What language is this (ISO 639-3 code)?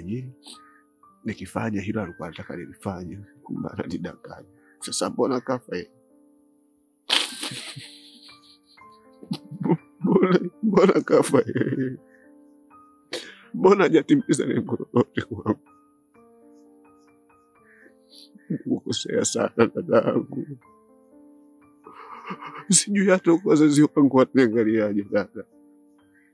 swa